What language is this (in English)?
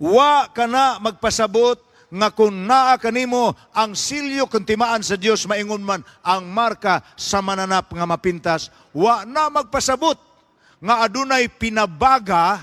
Cebuano